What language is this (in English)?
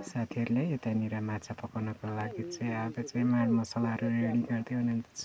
Nepali